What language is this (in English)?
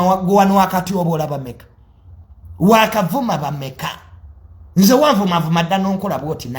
Ganda